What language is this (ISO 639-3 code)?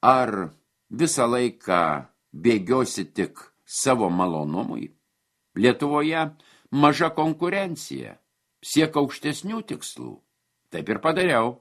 lit